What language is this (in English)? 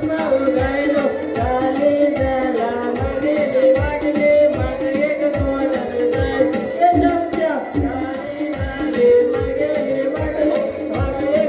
Konkani